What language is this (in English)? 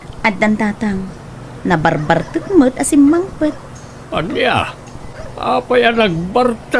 Iloko